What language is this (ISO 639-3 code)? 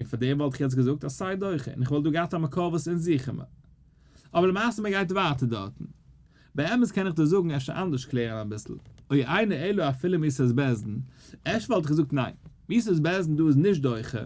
yid